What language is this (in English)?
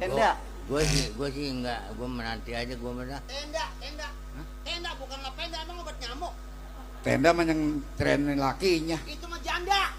Betawi